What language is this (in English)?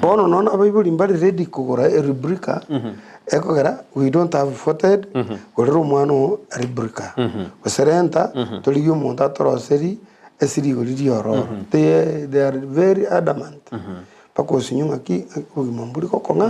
Gusii